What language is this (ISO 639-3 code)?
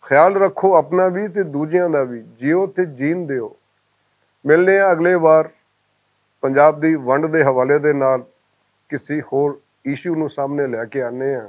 lah